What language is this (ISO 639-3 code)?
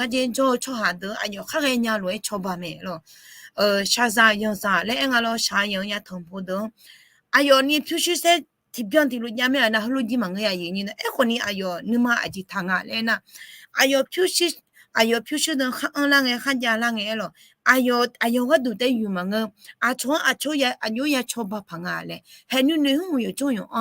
ahk